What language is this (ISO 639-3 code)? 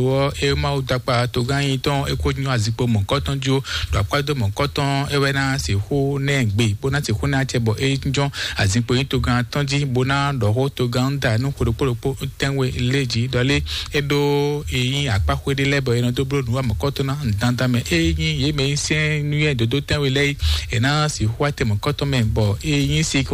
fon